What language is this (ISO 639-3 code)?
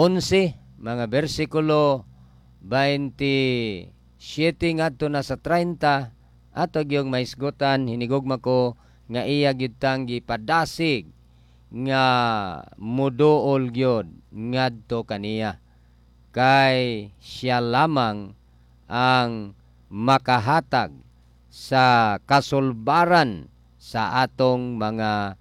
ceb